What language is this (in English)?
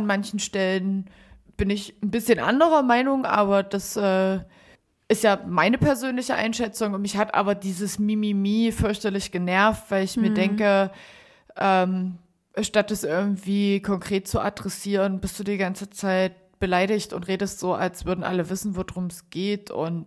German